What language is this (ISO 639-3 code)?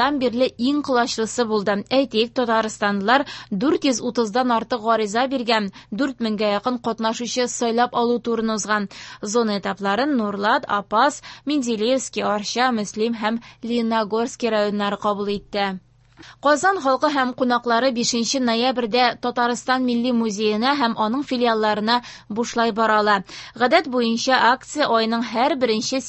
tat